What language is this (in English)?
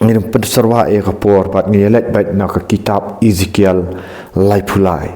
Khasi